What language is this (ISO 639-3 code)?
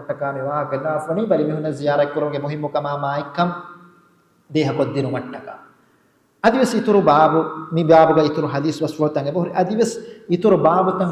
div